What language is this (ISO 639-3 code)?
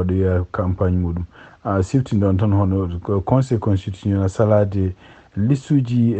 ful